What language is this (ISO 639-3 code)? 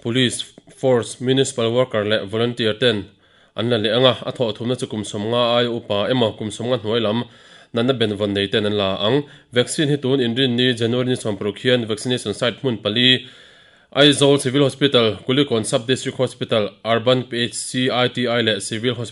lus